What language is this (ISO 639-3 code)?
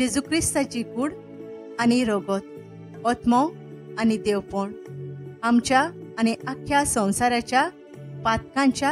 kok